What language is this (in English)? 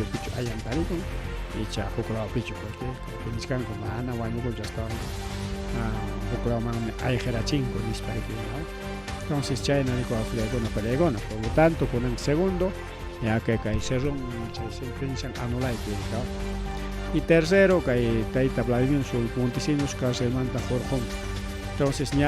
Ayacucho Quechua